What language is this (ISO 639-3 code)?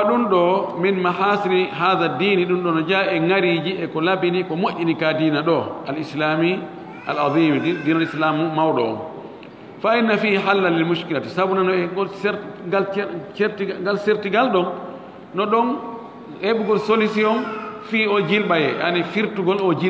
ful